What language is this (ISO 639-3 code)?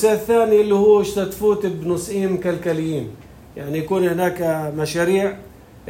apc